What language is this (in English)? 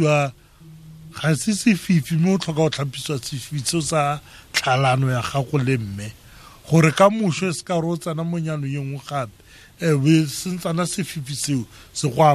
Tswana